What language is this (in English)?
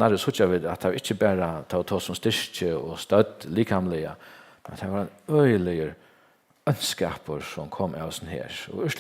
Faroese